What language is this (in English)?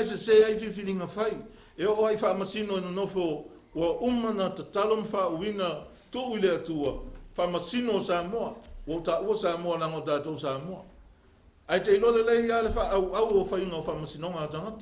Samoan